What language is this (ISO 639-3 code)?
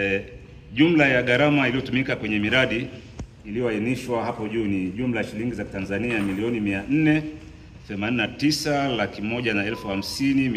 swa